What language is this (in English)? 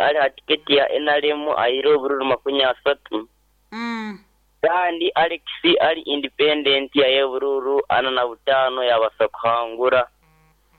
Nyoro